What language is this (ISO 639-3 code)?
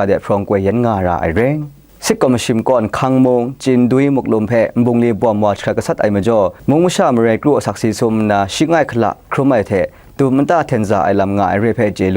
kac